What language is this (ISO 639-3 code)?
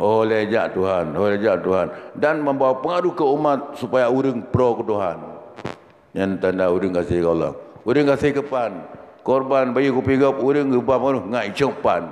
ace